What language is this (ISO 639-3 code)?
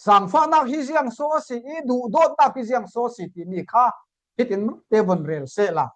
cfm